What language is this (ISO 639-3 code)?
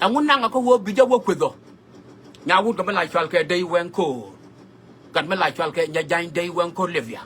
nus